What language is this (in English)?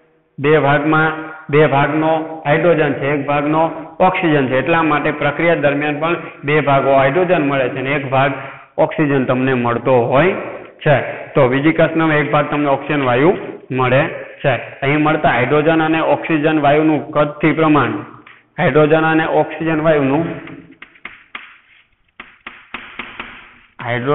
Gujarati